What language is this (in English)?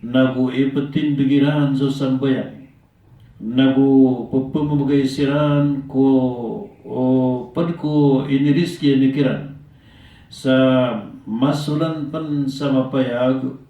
Maranao